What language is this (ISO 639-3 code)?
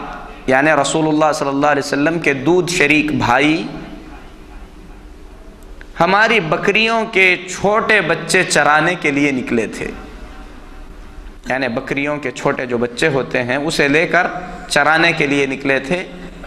urd